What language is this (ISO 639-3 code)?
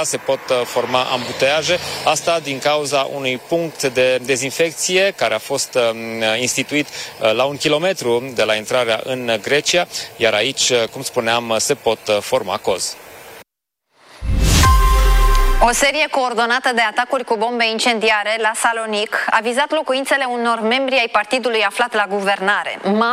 ron